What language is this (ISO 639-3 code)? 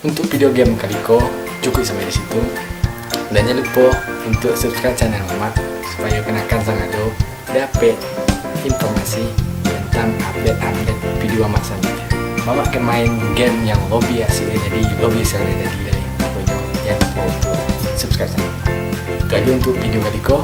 min